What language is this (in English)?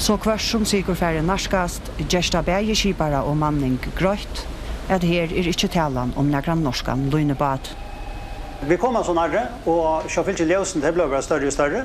Faroese